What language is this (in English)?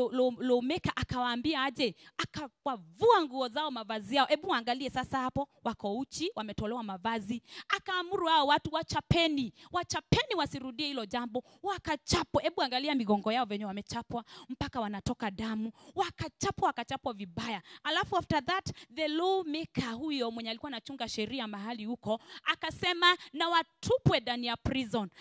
Swahili